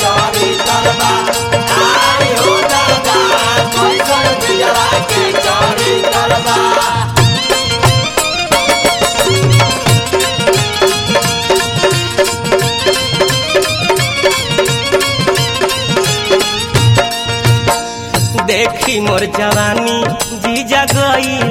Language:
Bhojpuri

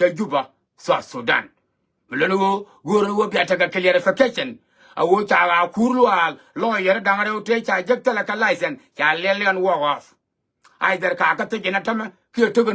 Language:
Nuer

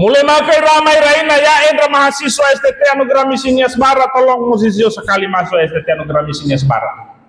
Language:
Nias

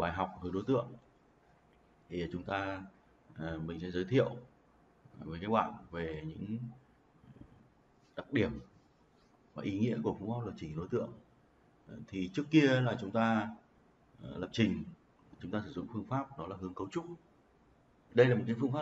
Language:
Vietnamese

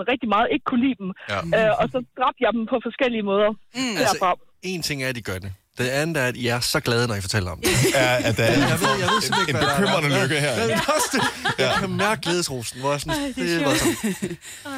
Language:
Danish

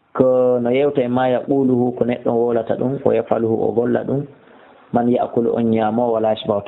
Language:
Fula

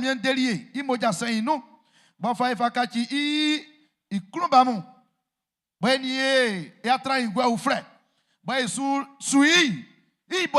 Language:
Baoulé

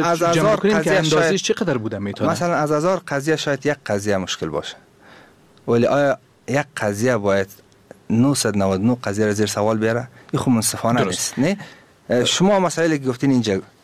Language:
Persian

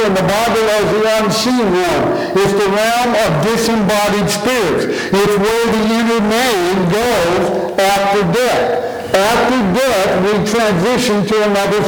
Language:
English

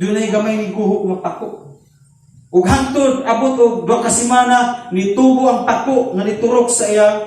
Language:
Cebuano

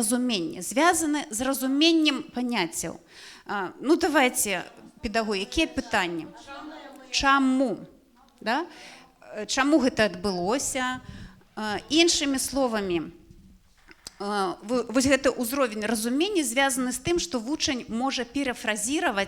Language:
Belarusian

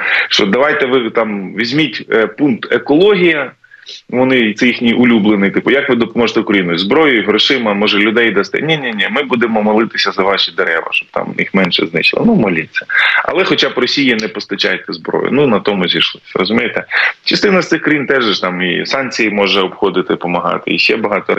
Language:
Ukrainian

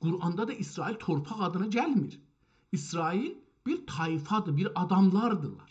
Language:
South Azerbaijani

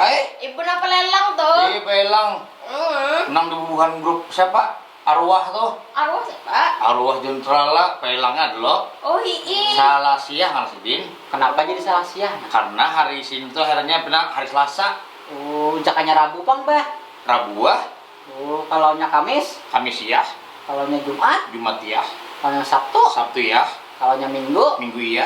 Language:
Banjar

